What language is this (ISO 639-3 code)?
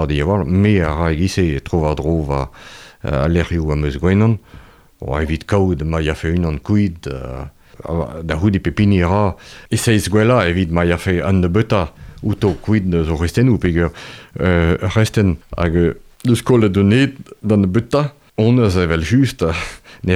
bre